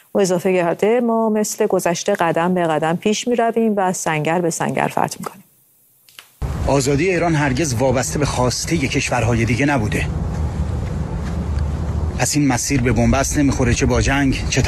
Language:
Persian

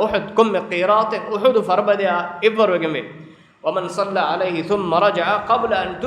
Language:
Divehi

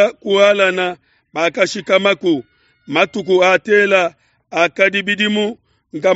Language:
Luba-Lulua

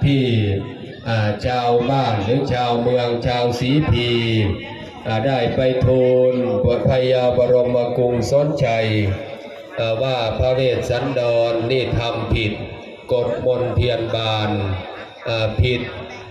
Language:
Northeastern Thai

